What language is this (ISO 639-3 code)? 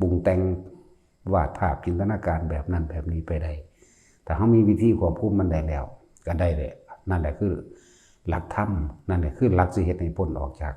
tts